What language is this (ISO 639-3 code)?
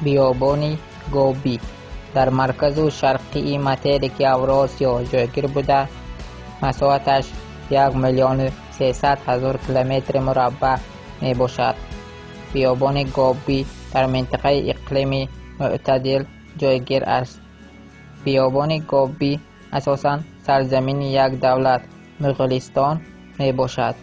tgk